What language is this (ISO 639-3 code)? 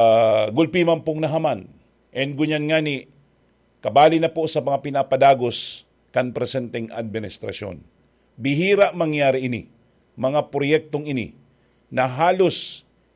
bik